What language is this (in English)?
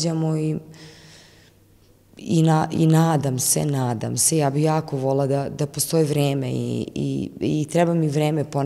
Serbian